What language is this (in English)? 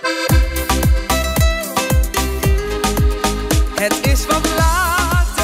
Dutch